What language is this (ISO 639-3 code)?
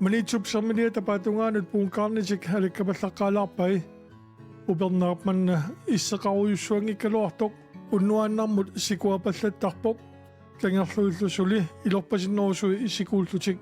kal